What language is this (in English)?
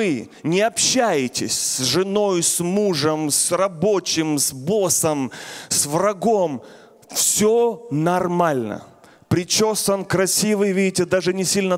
Russian